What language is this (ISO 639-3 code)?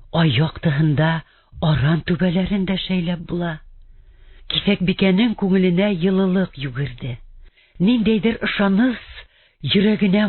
bak